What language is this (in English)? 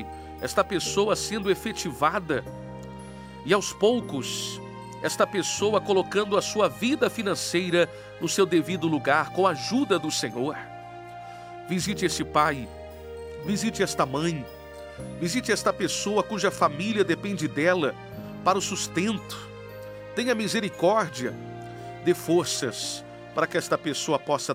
Portuguese